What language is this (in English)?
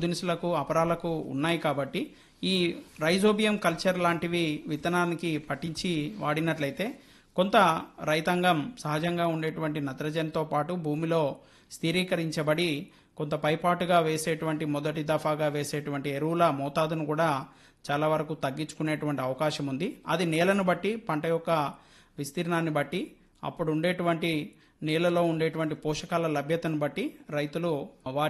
Telugu